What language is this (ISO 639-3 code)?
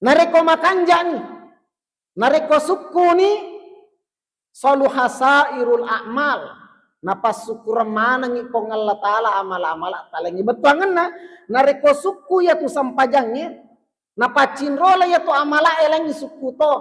bug